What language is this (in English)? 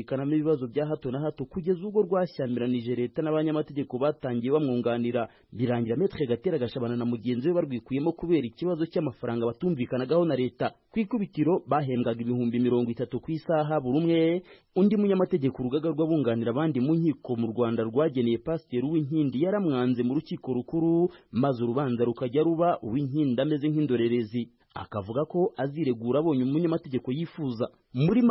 Kinyarwanda